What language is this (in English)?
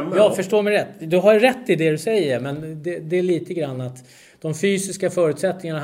Swedish